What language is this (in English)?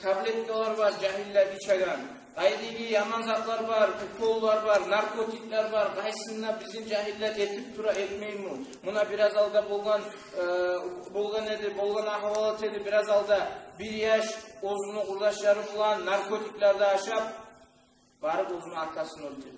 Kumyk